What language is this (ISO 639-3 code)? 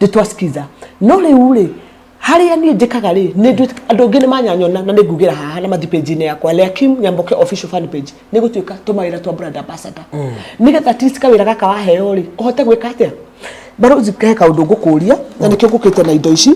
kik